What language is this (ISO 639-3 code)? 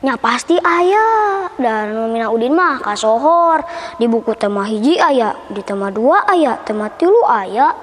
sun